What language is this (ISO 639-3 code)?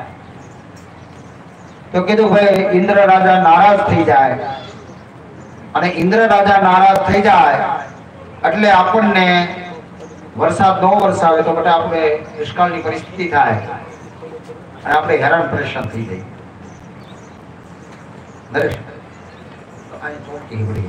guj